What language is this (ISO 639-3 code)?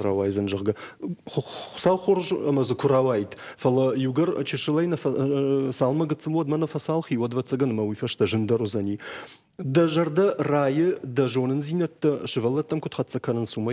oss